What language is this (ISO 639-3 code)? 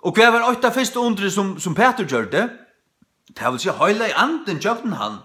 fao